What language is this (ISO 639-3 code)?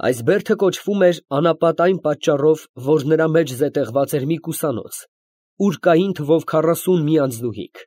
hye